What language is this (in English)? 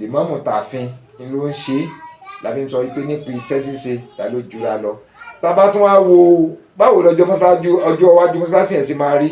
Yoruba